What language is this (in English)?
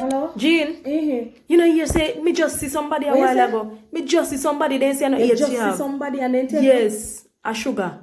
Jamaican Creole English